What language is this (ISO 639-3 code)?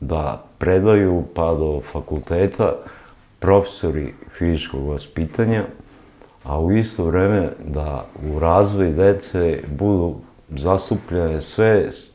srp